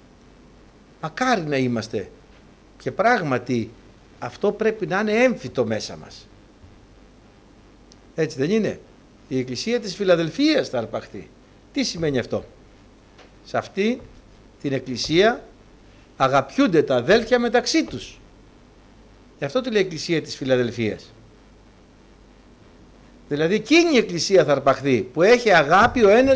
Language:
Greek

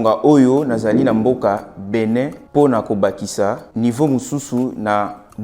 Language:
Lingala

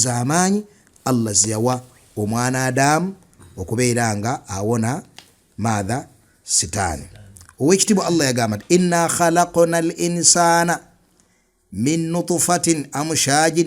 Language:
Ganda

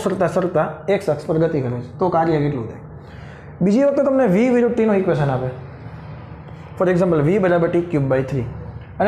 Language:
Gujarati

